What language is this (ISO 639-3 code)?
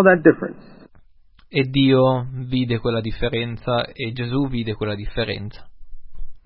ita